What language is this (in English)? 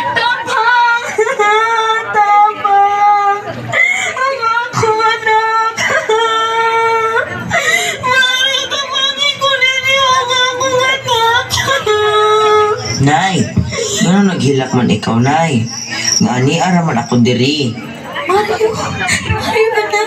Cebuano